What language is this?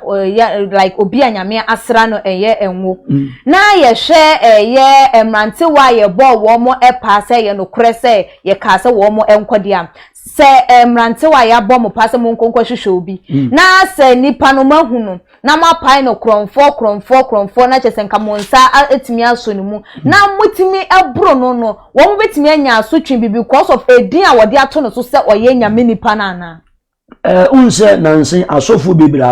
Akan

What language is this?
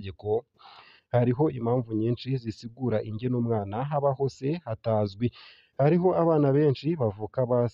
Rundi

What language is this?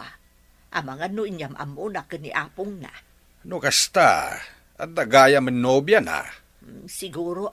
Iloko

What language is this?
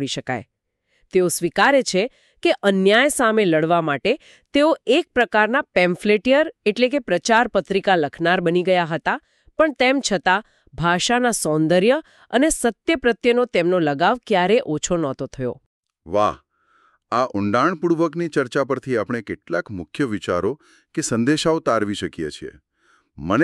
Gujarati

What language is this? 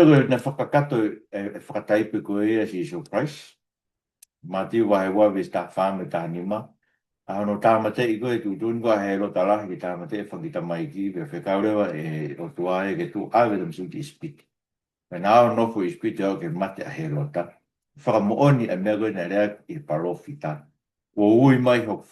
Tongan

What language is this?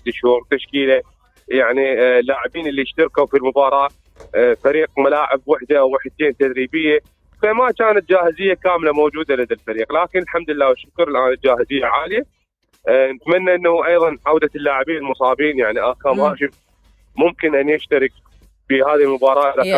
Mesopotamian Arabic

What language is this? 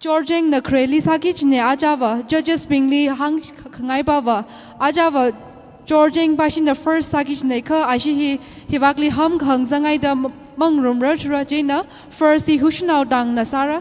Tangkhul Naga (India)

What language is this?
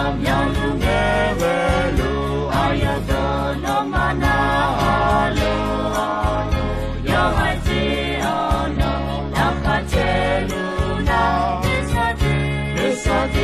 Akha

